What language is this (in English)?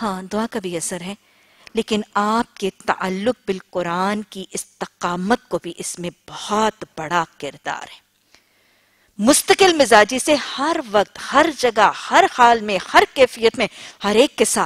Urdu